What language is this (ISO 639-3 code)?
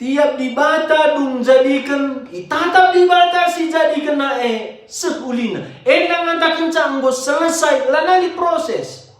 btx